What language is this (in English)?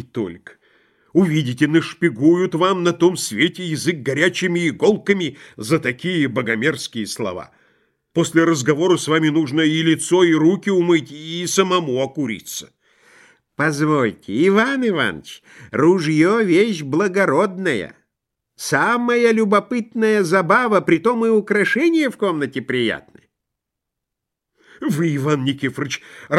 Russian